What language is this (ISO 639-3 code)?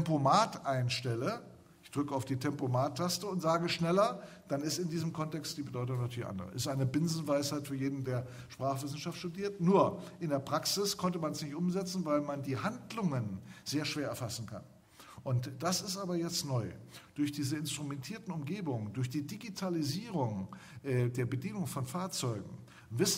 deu